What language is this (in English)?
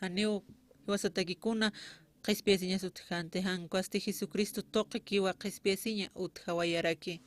Aymara